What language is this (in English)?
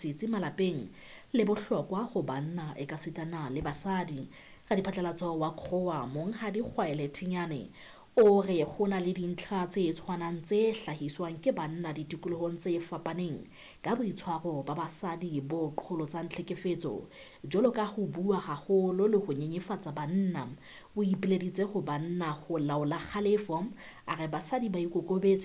Southern Sotho